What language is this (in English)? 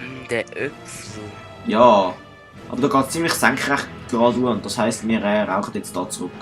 Swiss German